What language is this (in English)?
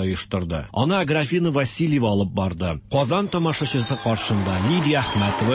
Tatar